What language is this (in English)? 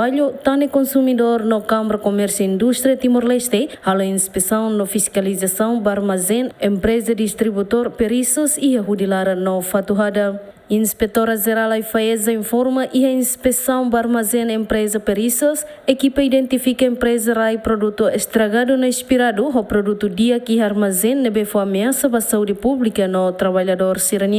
Tetum